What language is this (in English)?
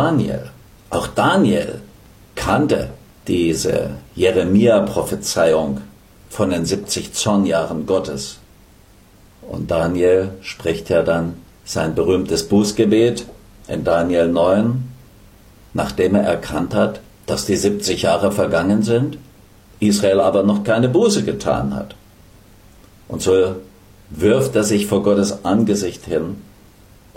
German